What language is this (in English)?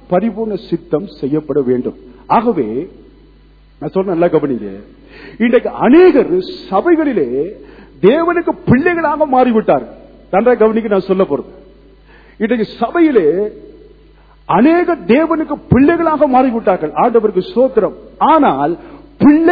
Tamil